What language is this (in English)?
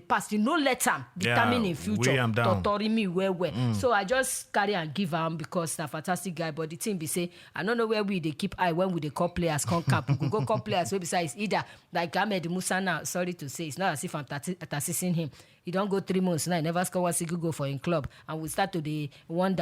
Nigerian Pidgin